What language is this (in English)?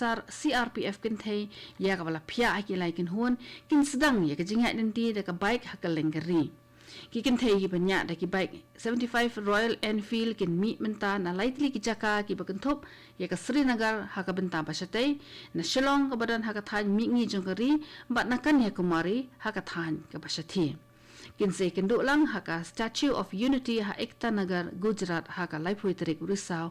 Khasi